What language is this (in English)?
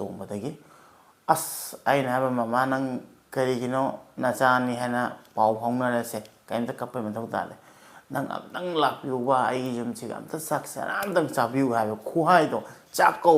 Manipuri